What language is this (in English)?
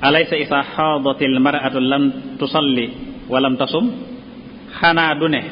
Wolof